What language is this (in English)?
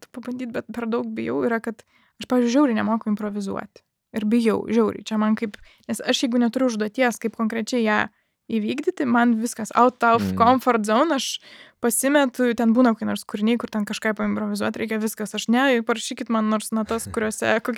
Lithuanian